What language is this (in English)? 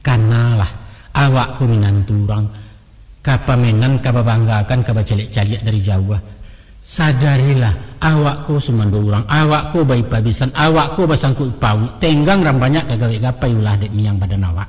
Minangkabau